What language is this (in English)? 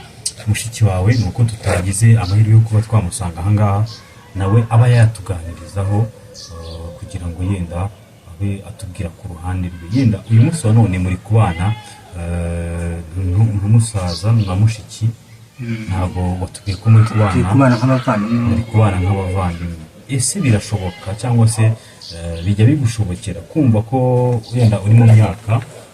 Kinyarwanda